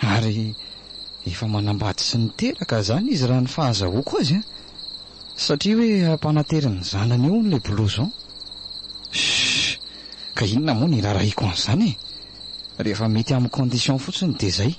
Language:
Malagasy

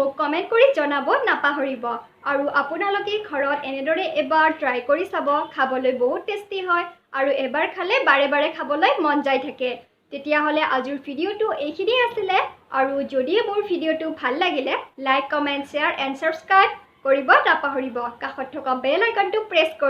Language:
Assamese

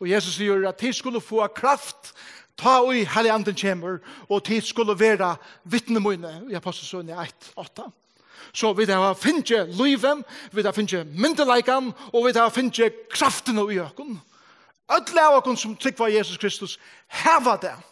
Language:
Faroese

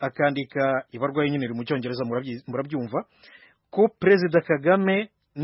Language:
Kinyarwanda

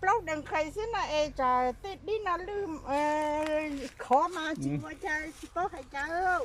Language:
Hmong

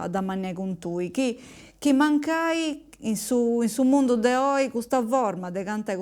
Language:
Sardinian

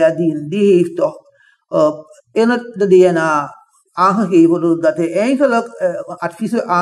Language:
Dutch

